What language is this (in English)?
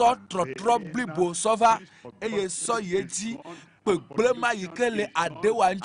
Ewe